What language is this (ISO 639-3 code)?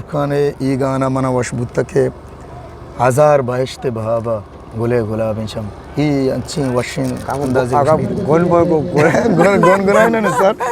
bgp